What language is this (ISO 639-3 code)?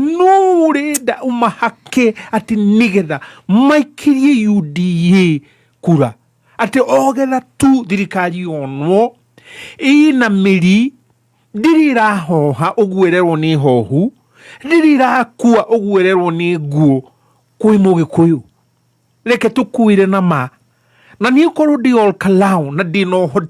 kik